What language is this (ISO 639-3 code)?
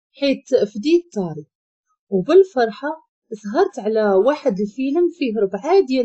ary